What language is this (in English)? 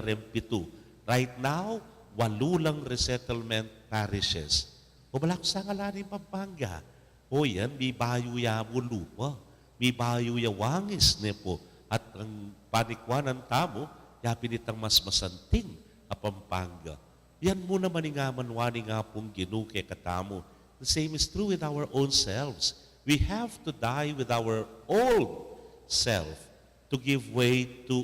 Pampanga